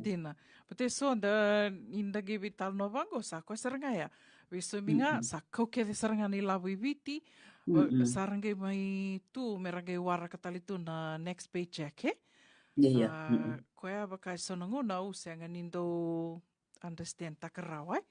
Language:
Fijian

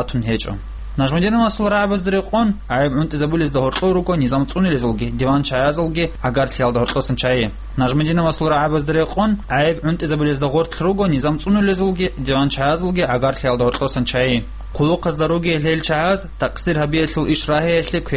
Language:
Avaric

